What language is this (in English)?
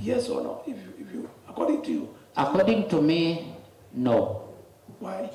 Kamba